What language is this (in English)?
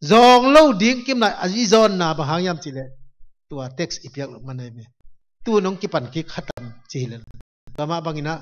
Tedim Chin